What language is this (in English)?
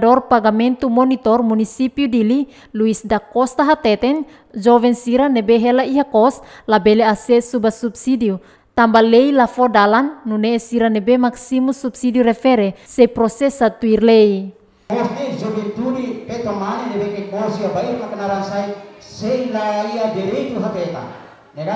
Tetum